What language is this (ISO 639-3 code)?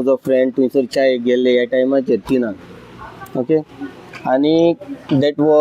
kok